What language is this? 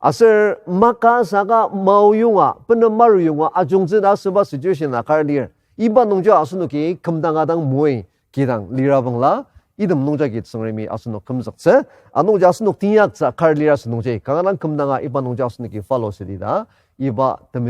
Ao Naga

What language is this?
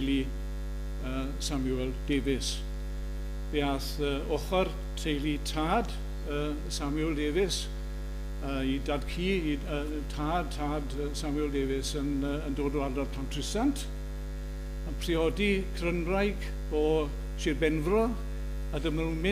Welsh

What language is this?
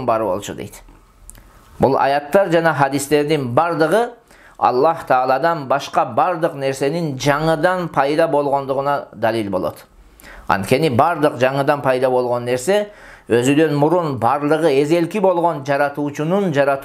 Kyrgyz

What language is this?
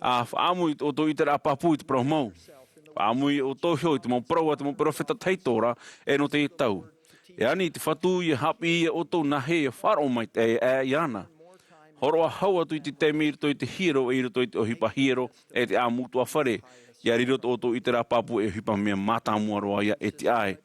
Tahitian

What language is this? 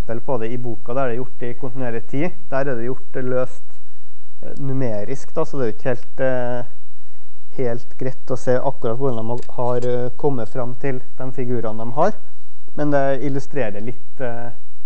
Norwegian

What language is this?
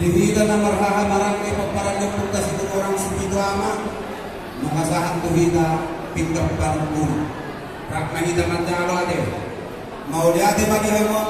Batak Toba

